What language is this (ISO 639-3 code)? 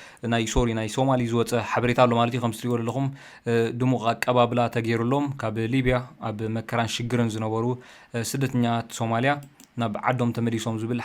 tir